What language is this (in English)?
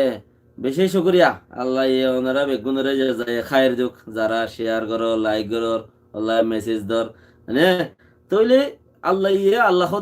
Rohingya